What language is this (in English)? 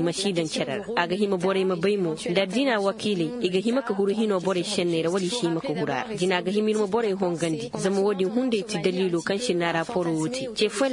Koyraboro Senni